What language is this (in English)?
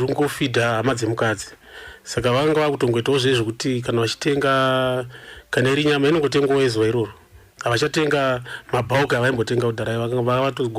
Shona